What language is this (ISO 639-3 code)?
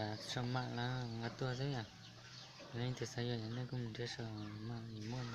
hmn